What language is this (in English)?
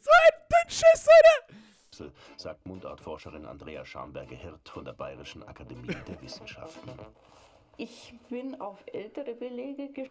Bavarian